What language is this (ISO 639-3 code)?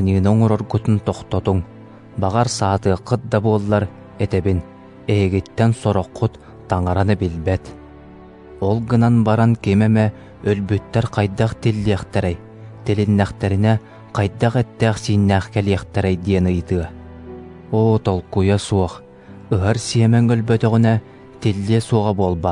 sah